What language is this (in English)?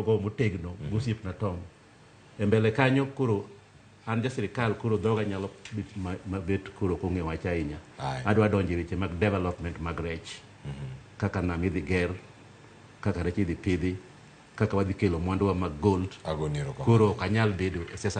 Luo (Kenya and Tanzania)